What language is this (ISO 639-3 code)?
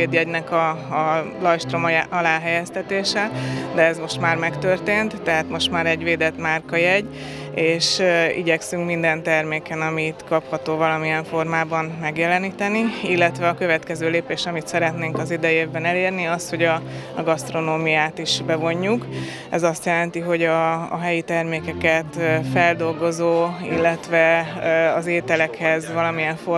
hun